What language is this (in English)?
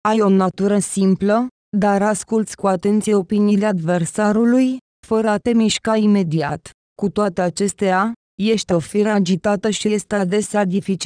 Romanian